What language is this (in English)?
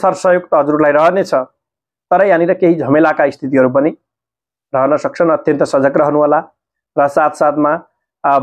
Nepali